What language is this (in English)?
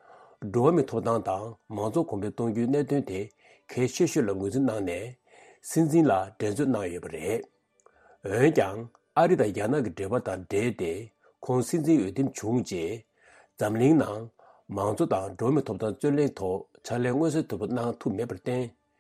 Tibetan